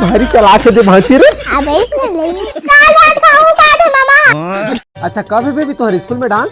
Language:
Chhattisgarhi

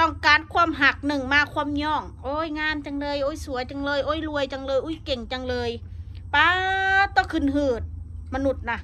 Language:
Northeastern Thai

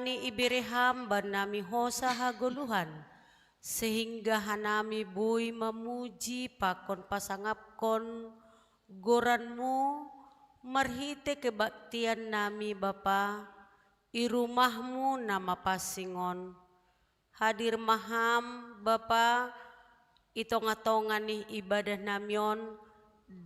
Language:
Batak Simalungun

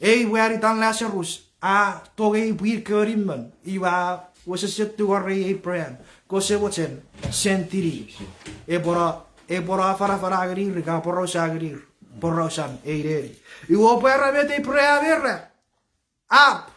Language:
Chuukese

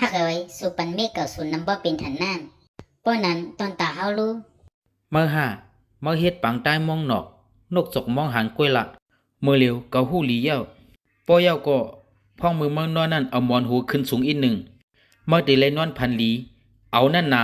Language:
Shan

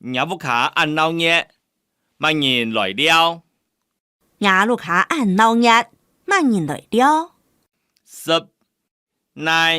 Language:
Hakka Chinese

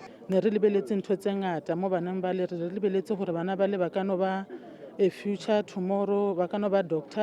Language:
Tswana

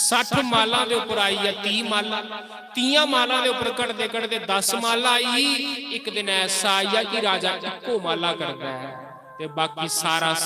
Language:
Dogri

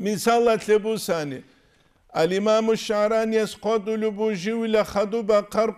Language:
Avaric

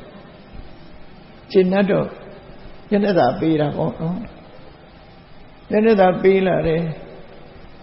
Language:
Burmese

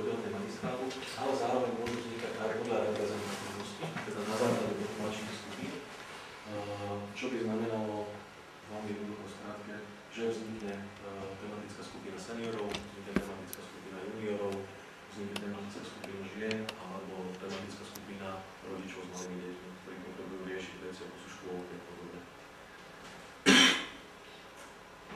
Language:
Slovak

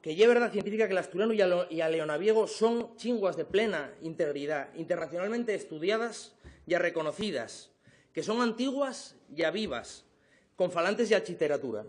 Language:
Asturian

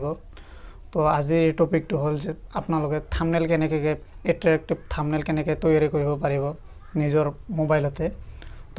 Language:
Assamese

